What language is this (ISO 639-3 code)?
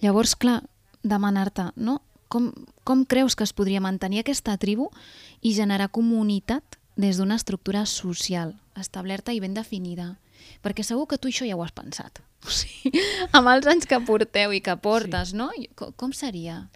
cat